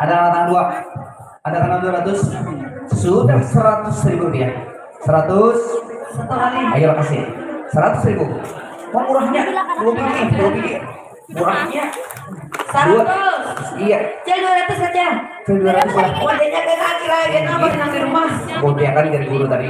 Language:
Banjar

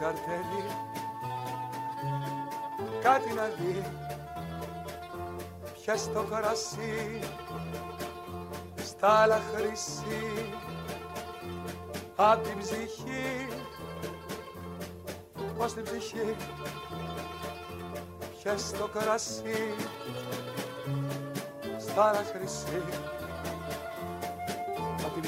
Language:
Greek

